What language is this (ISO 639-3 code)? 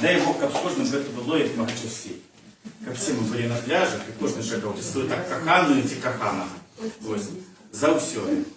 bel